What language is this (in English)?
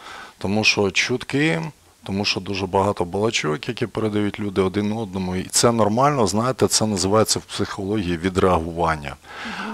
Ukrainian